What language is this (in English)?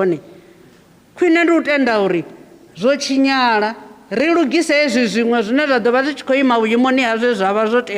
Venda